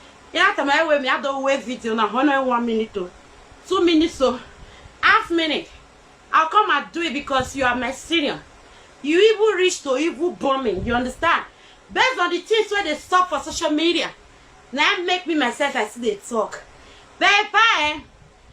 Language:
Nigerian Pidgin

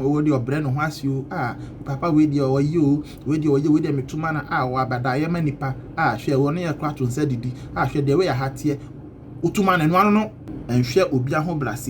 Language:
Akan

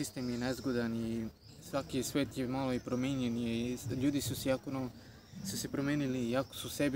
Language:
Serbian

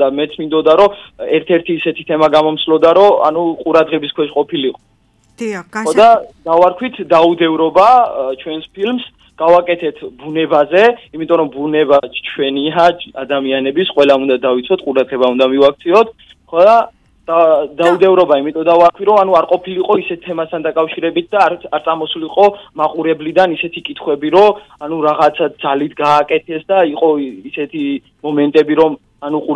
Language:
Georgian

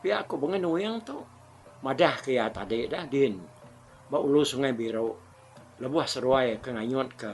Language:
Iban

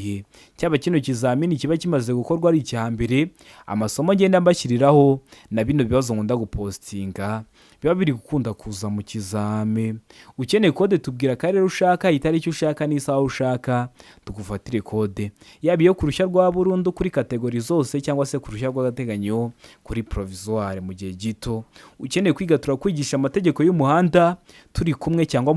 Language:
Kinyarwanda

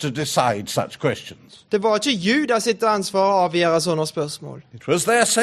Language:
Norwegian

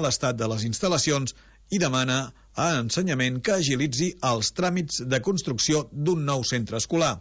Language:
Catalan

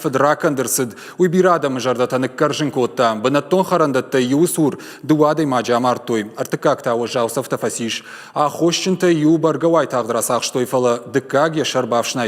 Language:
Ossetic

